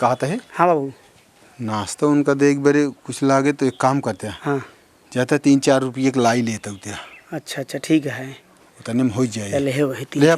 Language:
Awadhi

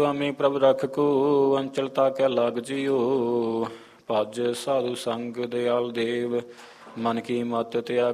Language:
Punjabi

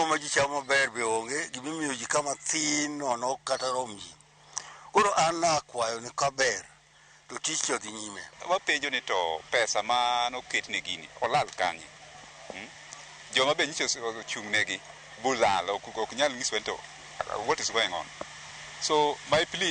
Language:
Luo (Kenya and Tanzania)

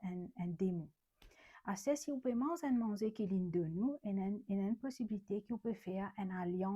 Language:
Morisyen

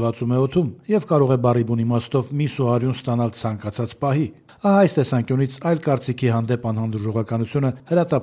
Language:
Armenian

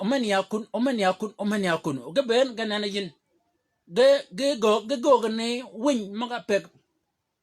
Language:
Shilluk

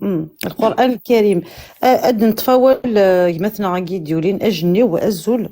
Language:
Kabyle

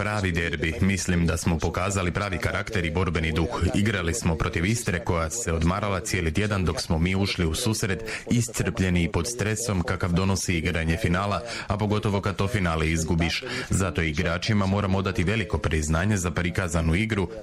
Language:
Croatian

